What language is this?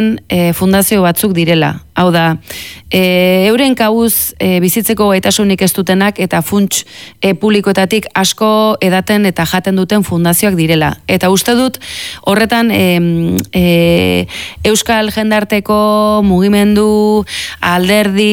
Basque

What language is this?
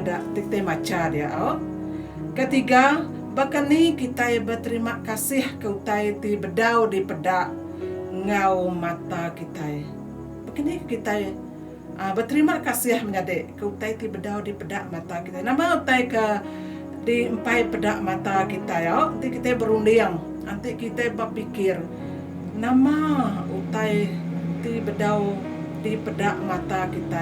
Iban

